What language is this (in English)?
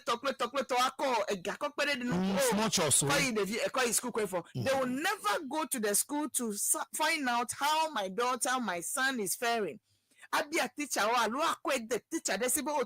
Ewe